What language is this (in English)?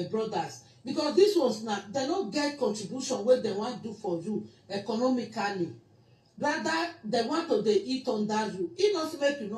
Nigerian Pidgin